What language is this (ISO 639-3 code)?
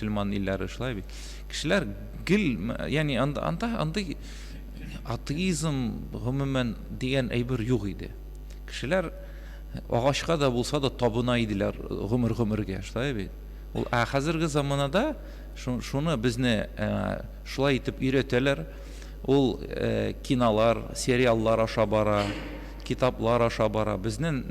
tat